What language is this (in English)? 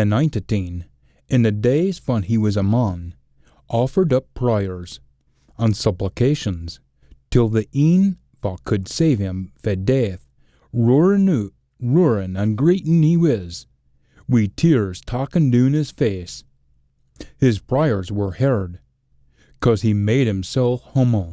Scots